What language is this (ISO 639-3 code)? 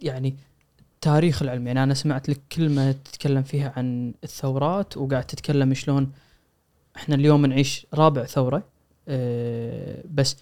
afb